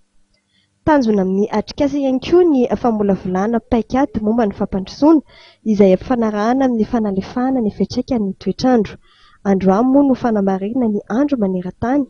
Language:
Malagasy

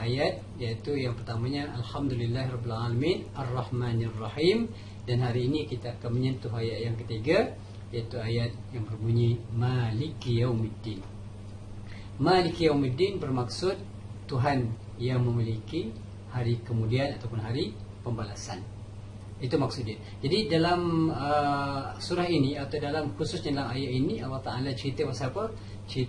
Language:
Malay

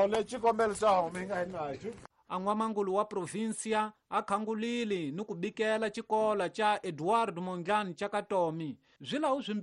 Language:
Tsonga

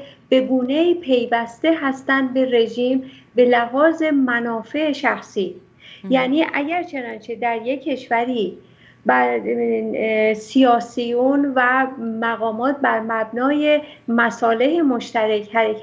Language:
Persian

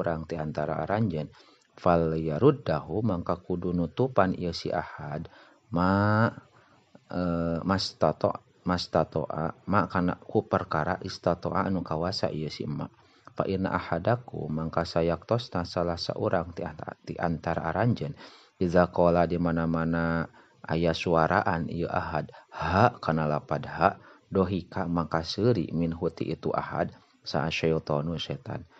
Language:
Sundanese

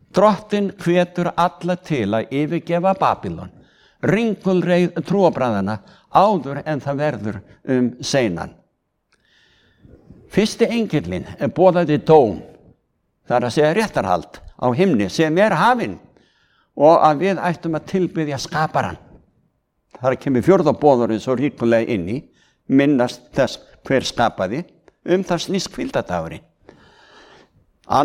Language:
Icelandic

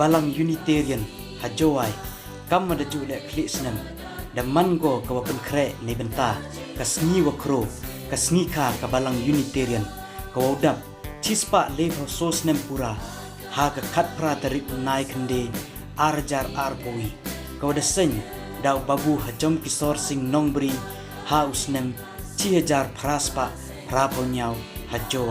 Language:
Khasi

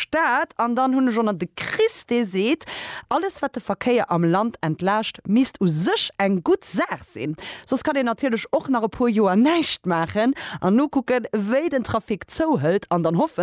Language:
Luxembourgish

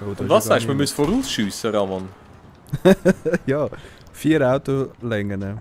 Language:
Swiss German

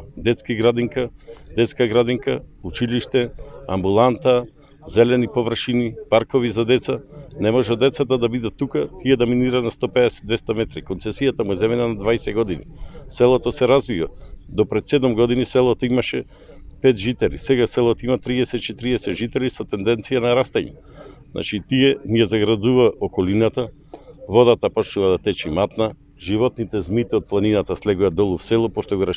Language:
Macedonian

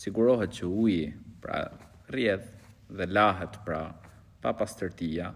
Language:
Albanian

